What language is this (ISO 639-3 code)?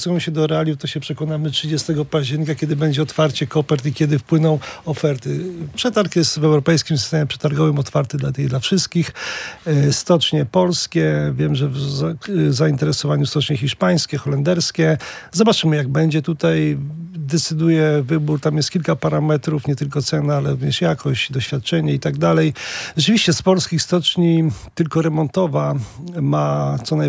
pol